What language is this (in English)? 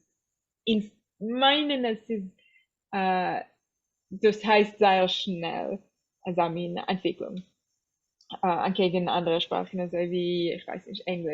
Yiddish